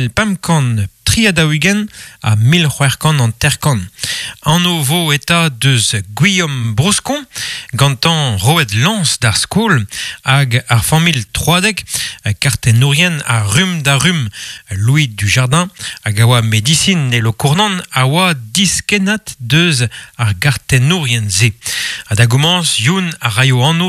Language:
Breton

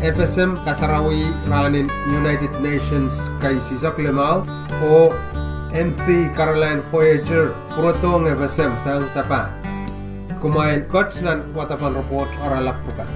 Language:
Pohnpeian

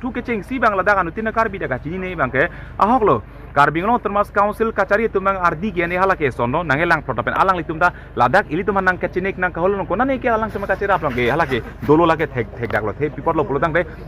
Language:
Karbi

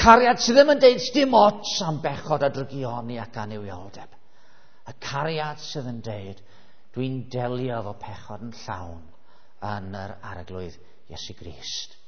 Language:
Welsh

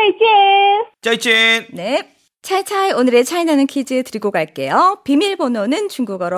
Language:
Korean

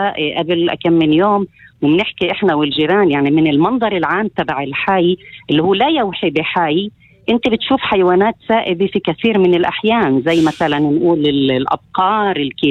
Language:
North Levantine Arabic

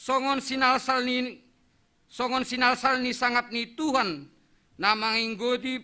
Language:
Batak Simalungun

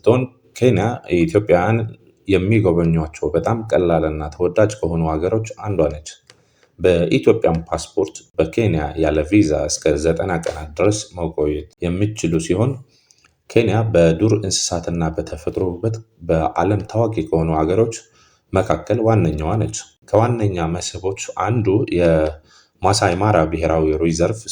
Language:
Amharic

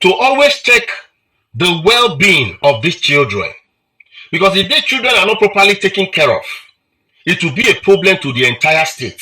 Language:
Nigerian Pidgin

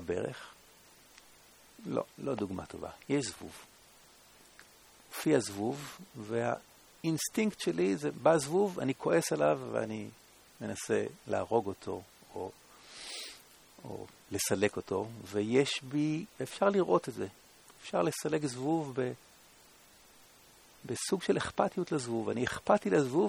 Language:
Hebrew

